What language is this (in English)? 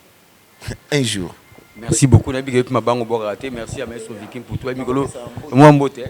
Lingala